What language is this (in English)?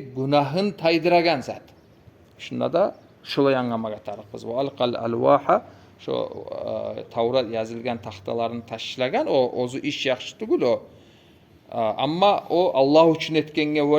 Kumyk